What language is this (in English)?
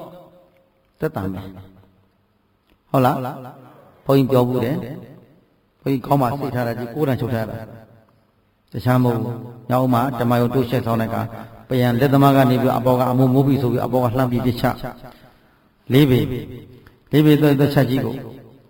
Burmese